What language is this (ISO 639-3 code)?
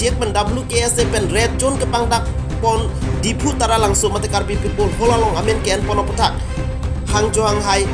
mjw